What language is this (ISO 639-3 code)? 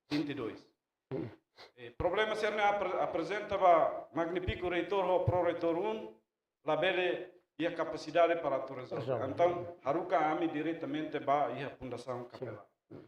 tet